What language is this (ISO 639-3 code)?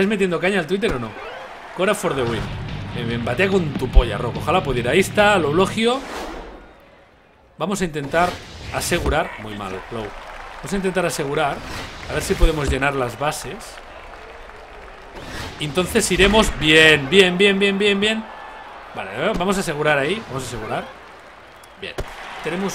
spa